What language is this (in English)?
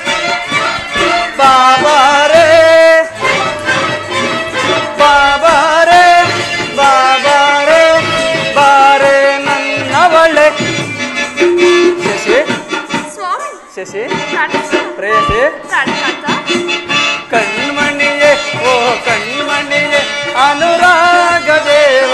Kannada